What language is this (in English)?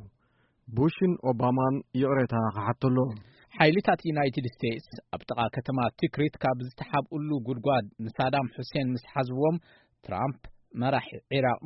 Tigrinya